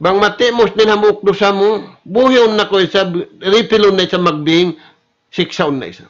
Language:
Tausug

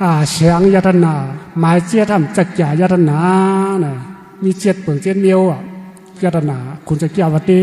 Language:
Shan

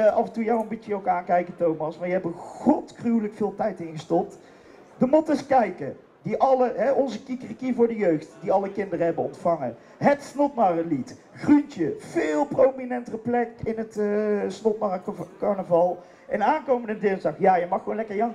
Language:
Dutch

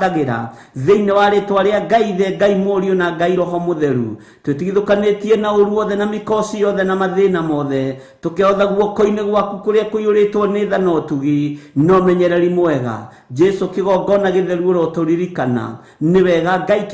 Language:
Kikuyu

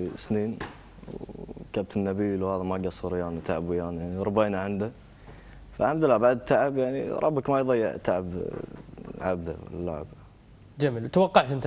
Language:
Gulf Arabic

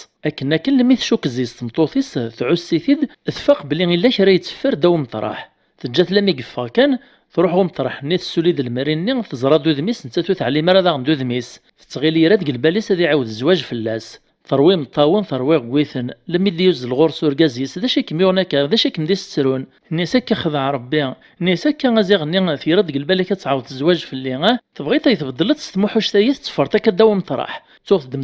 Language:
Kabyle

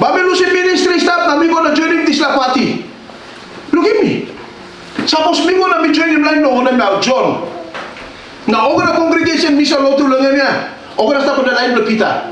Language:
Tok Pisin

